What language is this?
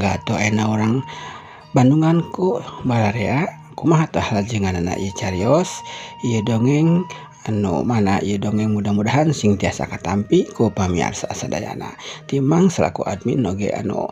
Sundanese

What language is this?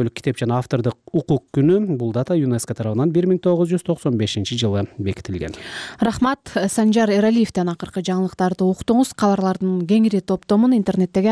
Kyrgyz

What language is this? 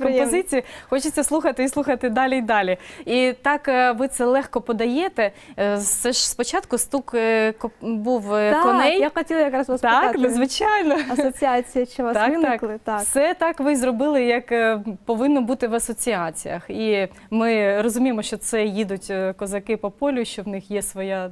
Ukrainian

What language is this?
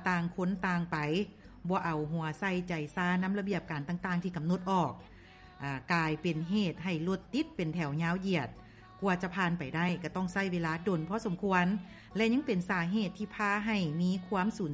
Lao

